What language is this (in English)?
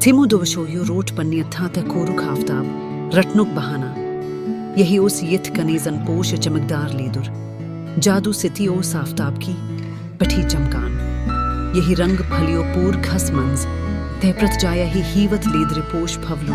Kashmiri